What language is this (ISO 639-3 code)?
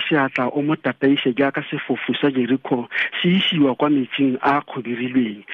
tsn